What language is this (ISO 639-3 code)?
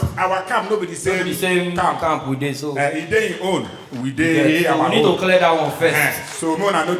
pcm